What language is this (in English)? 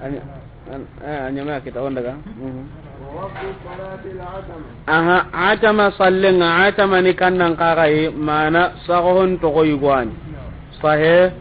Soninke